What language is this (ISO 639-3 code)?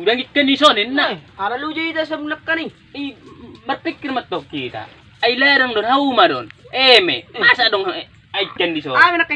bbc